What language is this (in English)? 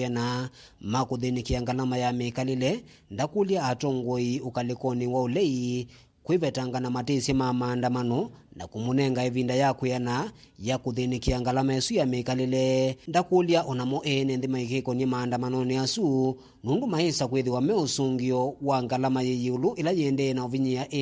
Kamba